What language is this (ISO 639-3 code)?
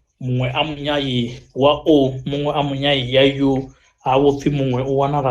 ven